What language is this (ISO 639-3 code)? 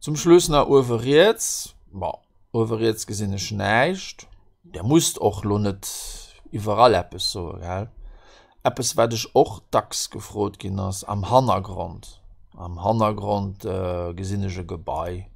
ltz